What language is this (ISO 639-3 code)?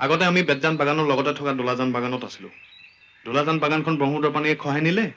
asm